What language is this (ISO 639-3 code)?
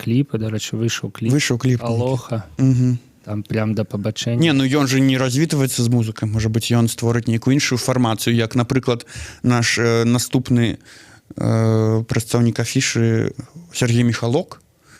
bel